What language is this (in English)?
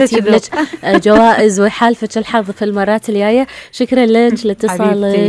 Gulf Arabic